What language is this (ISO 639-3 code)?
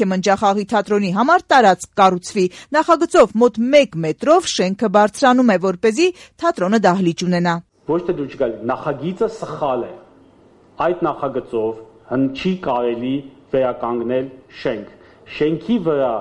hye